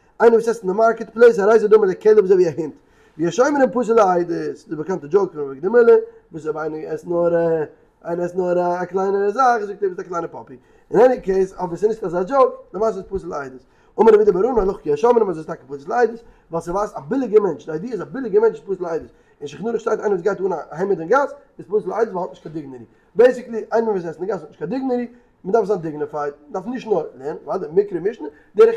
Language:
Yiddish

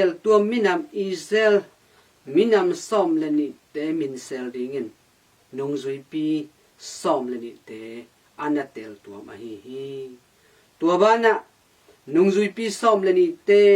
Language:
Tedim Chin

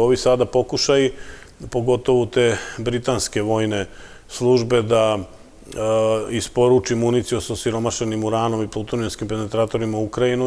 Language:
Serbian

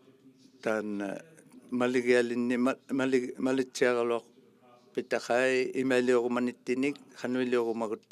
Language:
Inuktitut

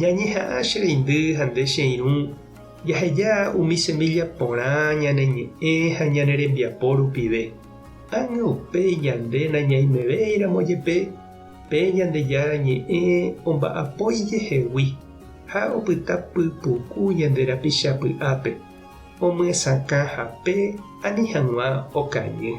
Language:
Guarani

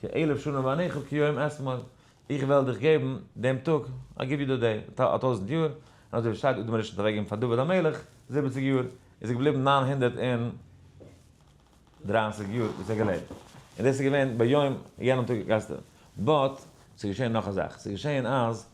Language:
Yiddish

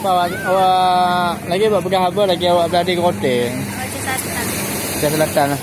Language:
Achinese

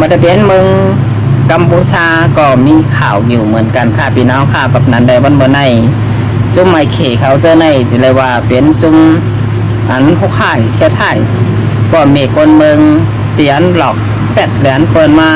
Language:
Shan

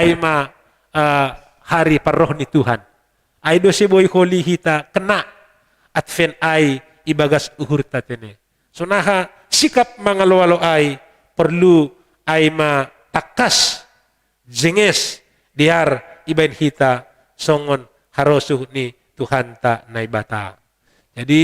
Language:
Batak Simalungun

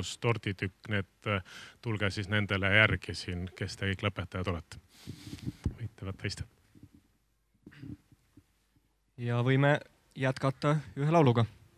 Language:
Estonian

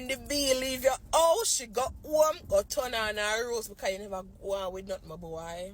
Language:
Jamaican Creole English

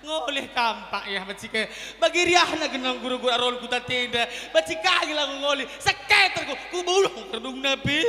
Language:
Batak Karo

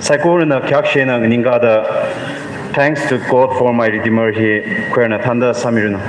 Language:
Tangkhul Naga (India)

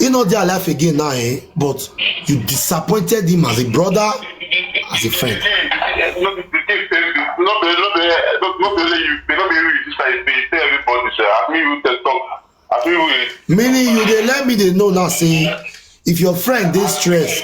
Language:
Nigerian Pidgin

